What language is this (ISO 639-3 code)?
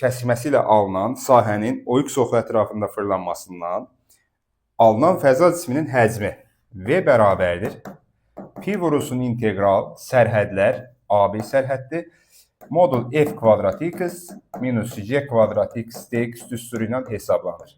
aze